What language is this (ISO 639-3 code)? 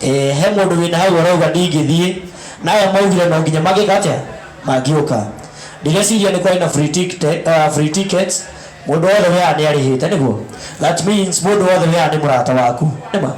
kik